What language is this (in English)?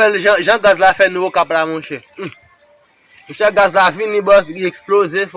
Haitian Creole